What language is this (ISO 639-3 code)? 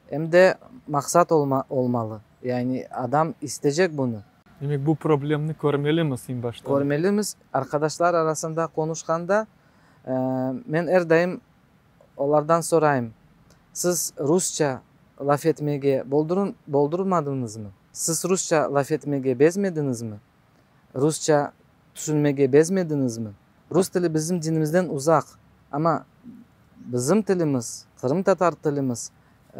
crh